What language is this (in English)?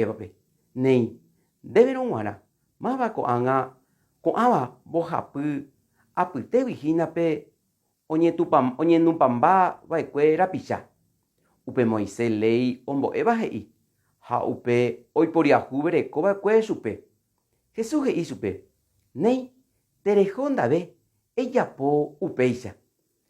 Guarani